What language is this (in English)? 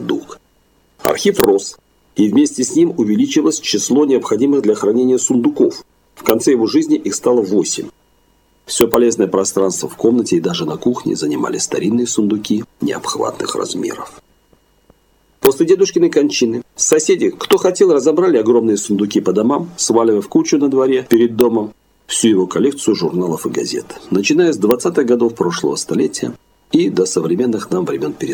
Russian